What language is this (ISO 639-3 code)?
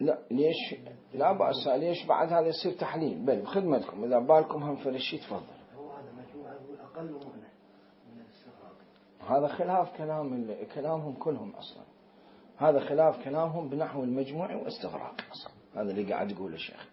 acm